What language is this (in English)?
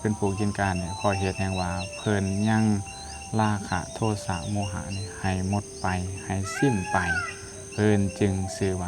Lao